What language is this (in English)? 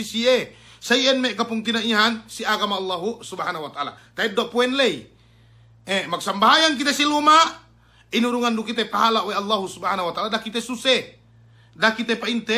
Yakan